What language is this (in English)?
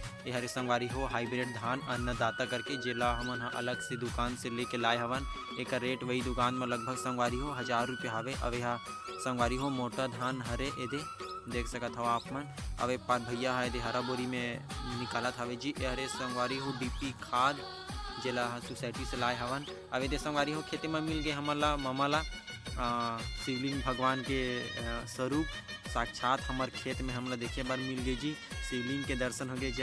Chhattisgarhi